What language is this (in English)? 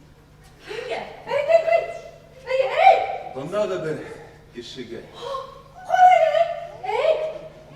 Bashkir